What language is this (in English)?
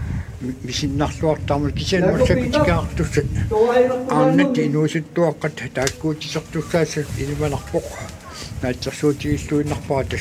Kalaallisut